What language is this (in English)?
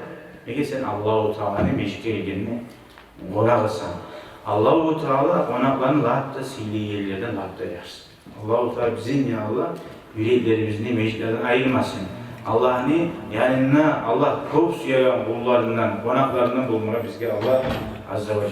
Kumyk